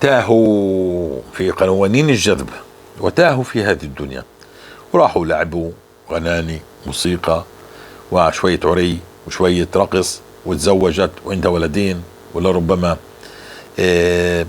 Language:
North Levantine Arabic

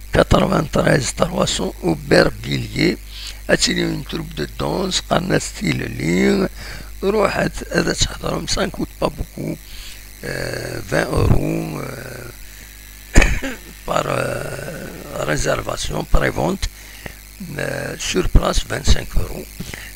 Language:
Kabyle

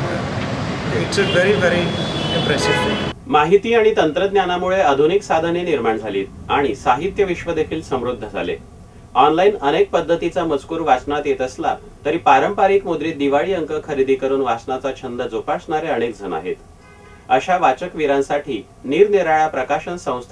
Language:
Marathi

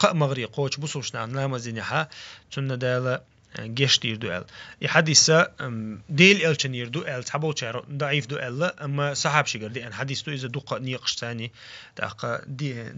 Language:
Chechen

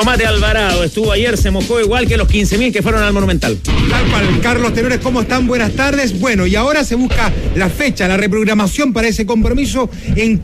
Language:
Spanish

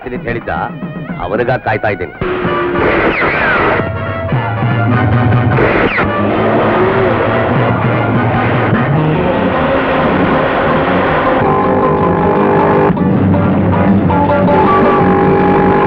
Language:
Kannada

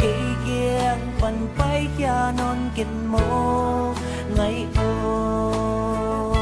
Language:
Tedim Chin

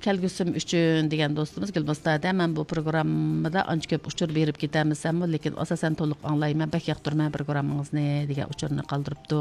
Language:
Uyghur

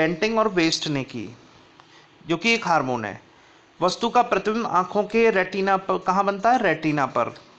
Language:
Hindi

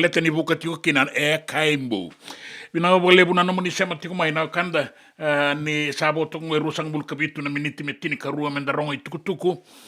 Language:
Fijian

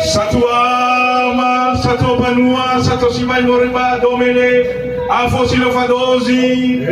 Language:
Nias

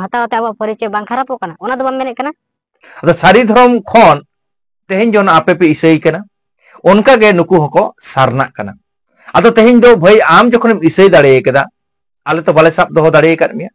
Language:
Santali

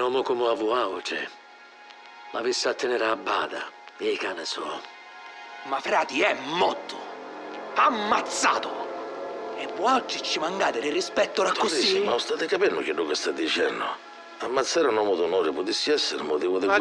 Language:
Sicilian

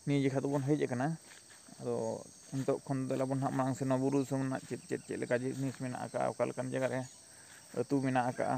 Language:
Santali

